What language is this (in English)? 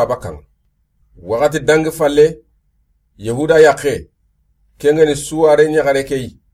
Soninke